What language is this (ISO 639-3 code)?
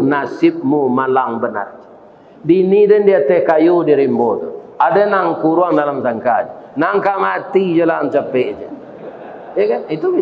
min